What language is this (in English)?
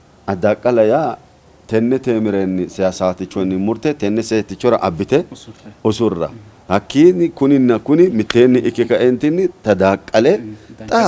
Sidamo